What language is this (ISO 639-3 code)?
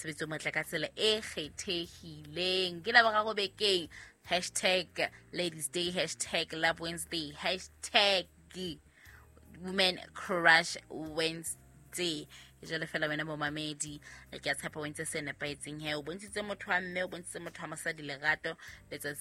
sot